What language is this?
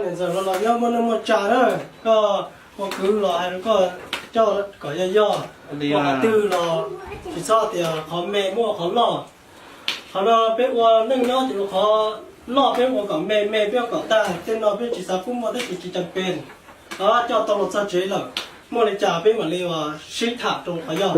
Hmong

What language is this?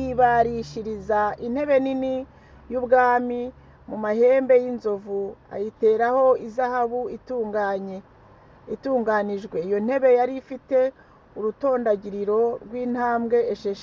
Kinyarwanda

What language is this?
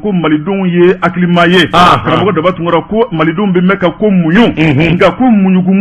Bambara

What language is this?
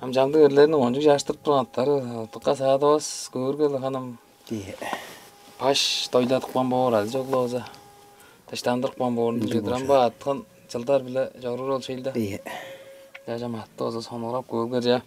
Tuvinian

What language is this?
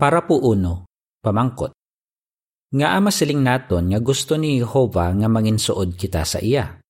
Hiligaynon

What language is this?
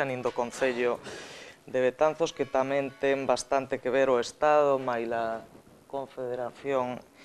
Galician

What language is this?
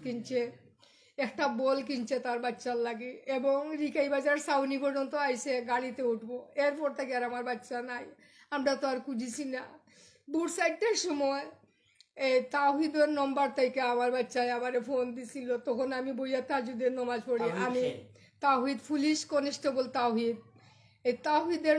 Sylheti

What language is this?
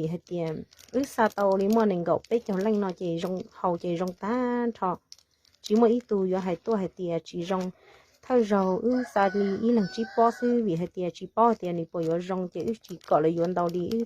Hmong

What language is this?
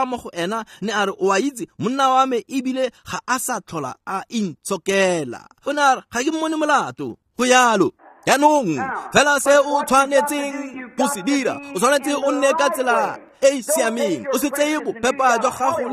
Tswana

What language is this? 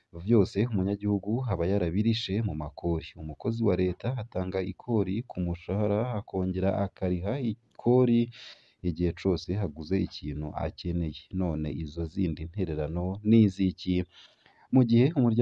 Rundi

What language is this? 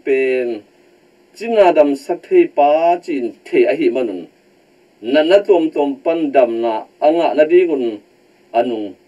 Tedim Chin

